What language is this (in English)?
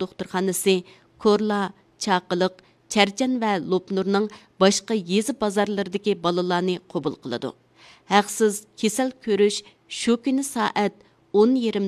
Uyghur